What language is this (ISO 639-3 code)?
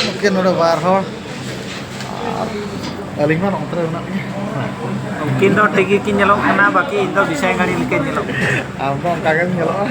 sat